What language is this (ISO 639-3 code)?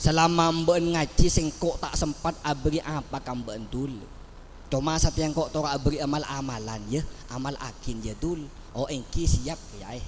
mad